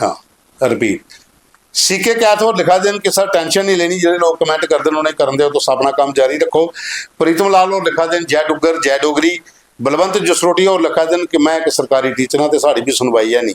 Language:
Dogri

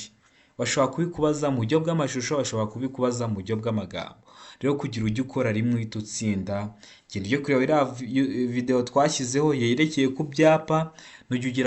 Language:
Kinyarwanda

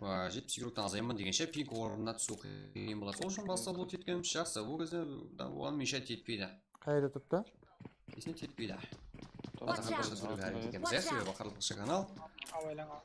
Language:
Kara-Kalpak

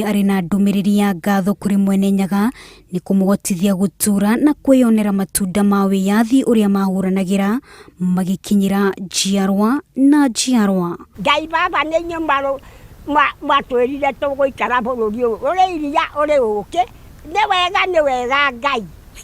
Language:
Kikuyu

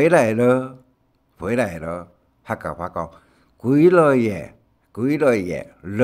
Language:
Hakka Chinese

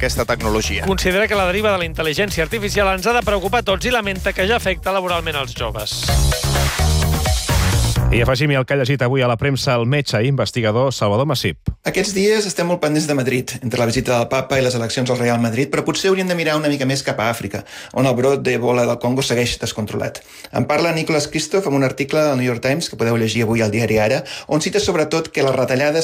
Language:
Catalan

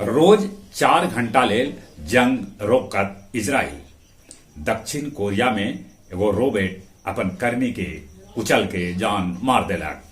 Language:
Magahi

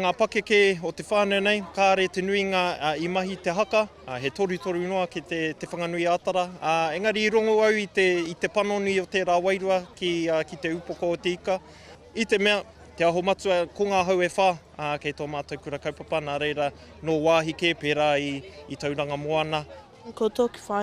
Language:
Māori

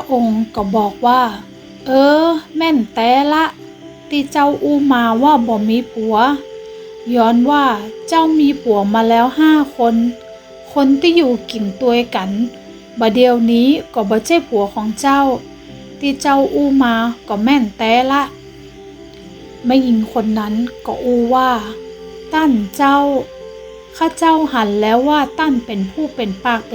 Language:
Northern Thai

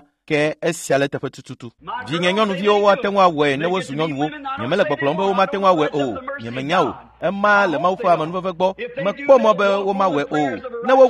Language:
Ewe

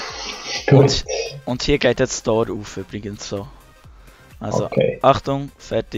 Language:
Swiss German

